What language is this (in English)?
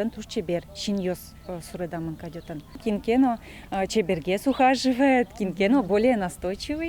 Udmurt